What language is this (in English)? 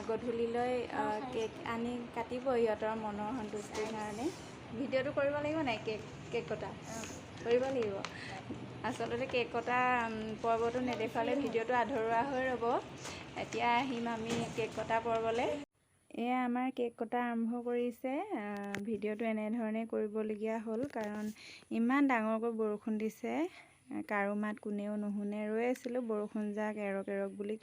Assamese